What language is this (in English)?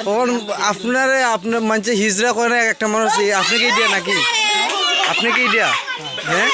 Sylheti